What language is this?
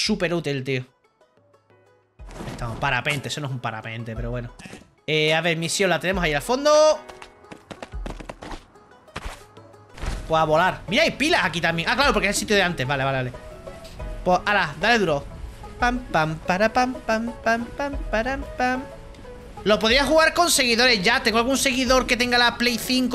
Spanish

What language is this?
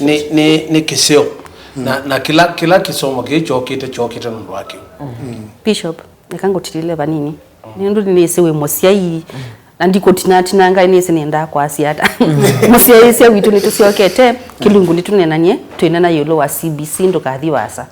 Kamba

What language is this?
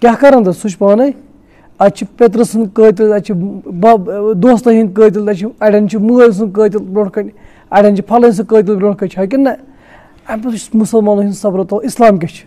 Kashmiri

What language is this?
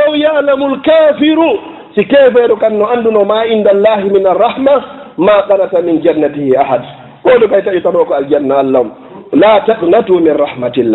Fula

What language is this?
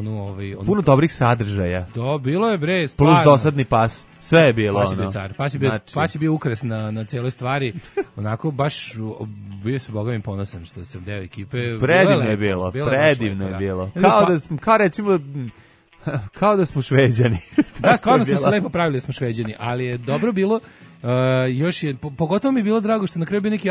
Serbian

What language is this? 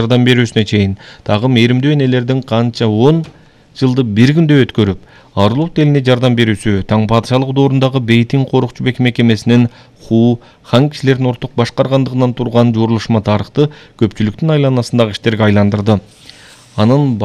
Kyrgyz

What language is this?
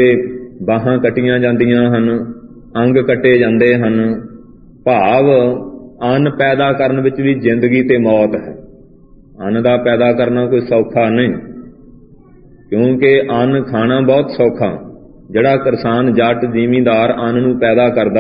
Punjabi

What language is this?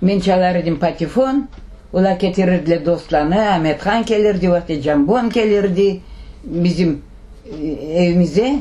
Crimean Tatar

